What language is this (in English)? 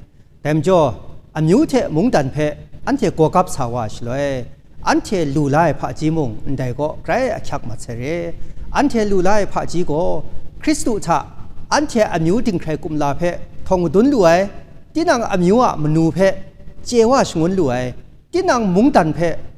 Kachin